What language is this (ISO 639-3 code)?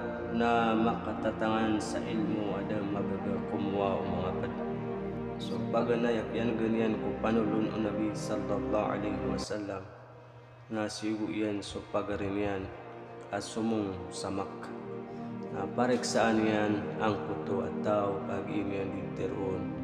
mrw